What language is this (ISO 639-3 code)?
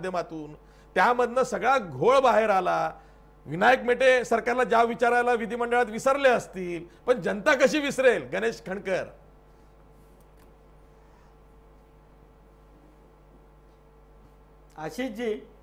mar